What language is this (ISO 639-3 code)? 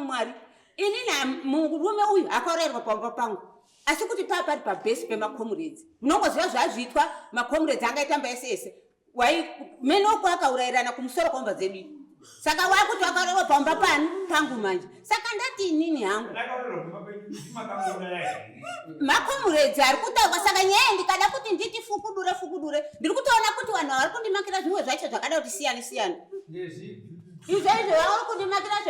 sna